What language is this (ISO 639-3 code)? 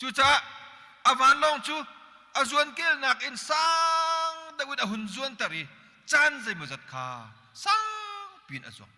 cnh